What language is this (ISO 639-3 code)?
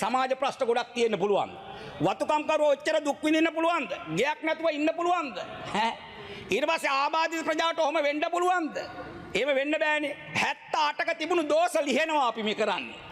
sin